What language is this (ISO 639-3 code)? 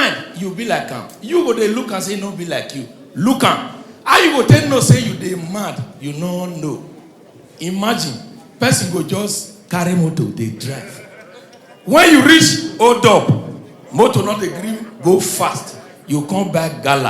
pcm